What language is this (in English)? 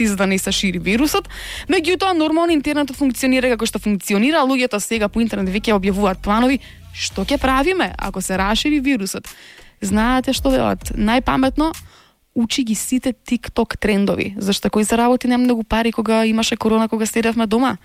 Macedonian